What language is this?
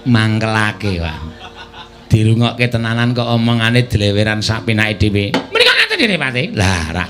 Javanese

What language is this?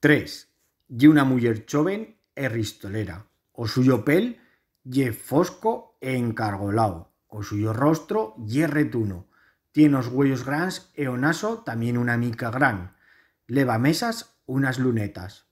Aragonese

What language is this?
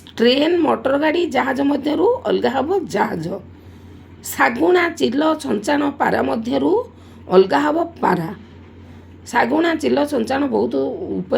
Odia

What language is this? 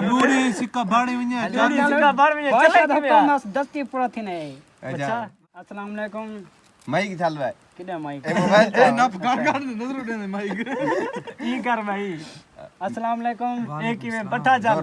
Saraiki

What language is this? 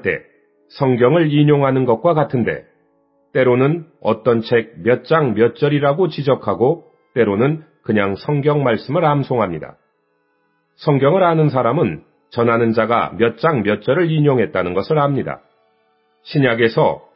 Korean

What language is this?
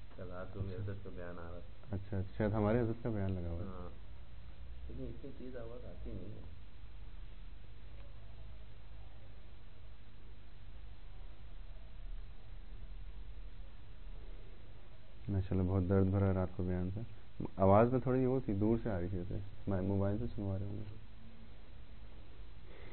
Urdu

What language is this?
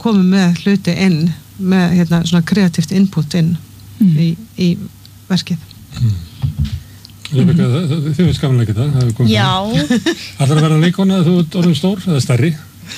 Icelandic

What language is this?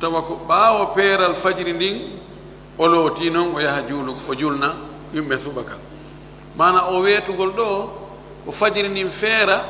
Fula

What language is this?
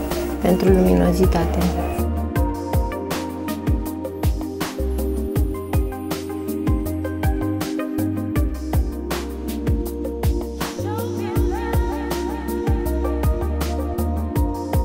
Romanian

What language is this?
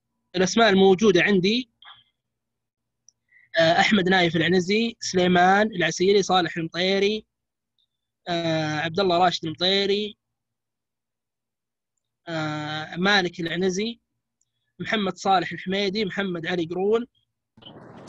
Arabic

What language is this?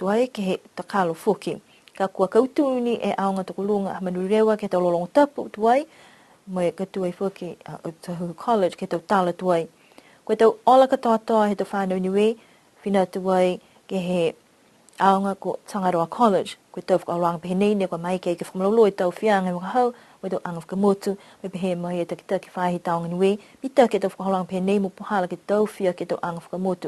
Niuean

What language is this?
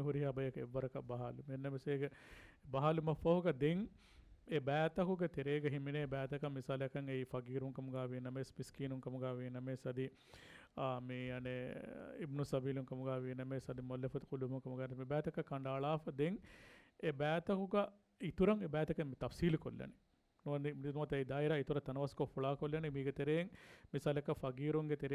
Divehi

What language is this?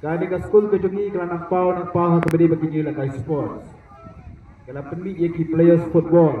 Khasi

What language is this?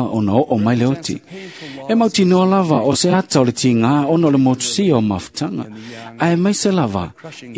Samoan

